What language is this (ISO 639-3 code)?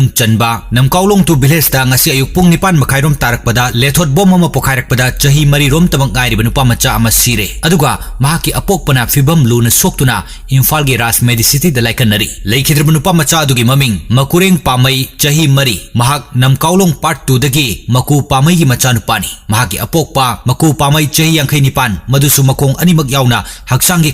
mni